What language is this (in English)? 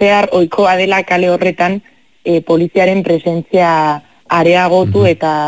Basque